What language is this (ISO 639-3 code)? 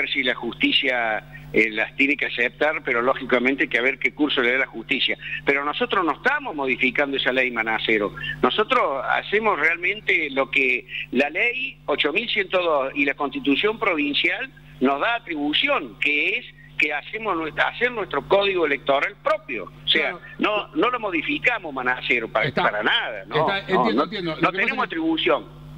spa